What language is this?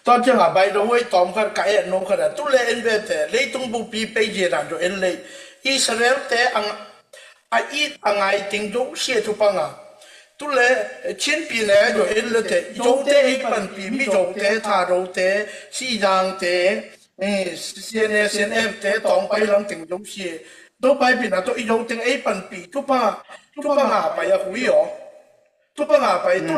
Tedim Chin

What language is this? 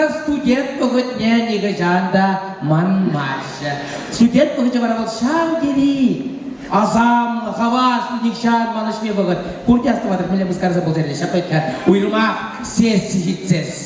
Chuvash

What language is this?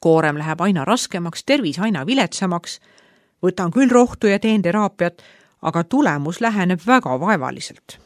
Estonian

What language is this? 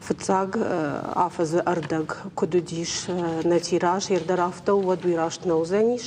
Ossetic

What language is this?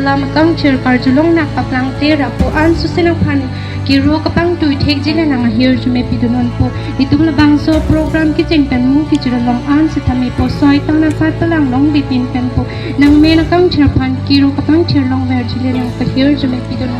Karbi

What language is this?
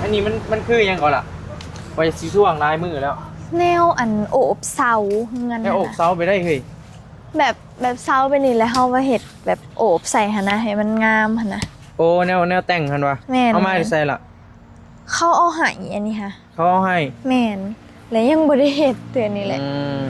Northeastern Thai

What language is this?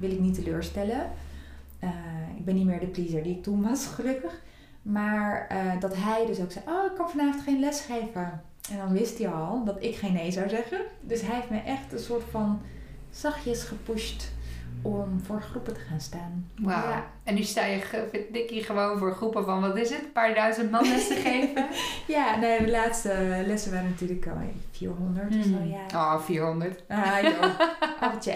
Dutch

